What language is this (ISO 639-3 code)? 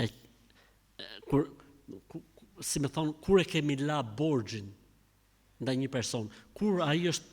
sqi